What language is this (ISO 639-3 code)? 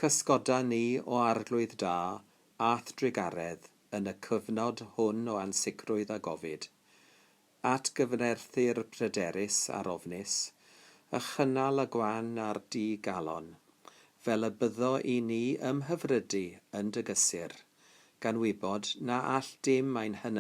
cym